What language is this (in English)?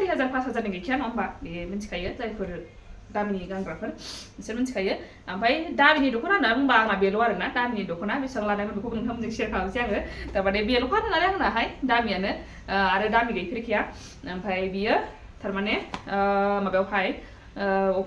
Bodo